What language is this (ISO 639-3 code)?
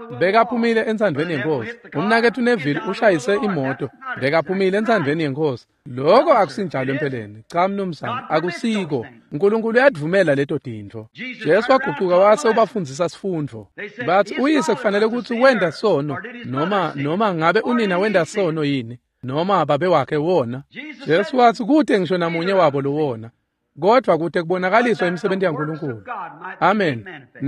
ssw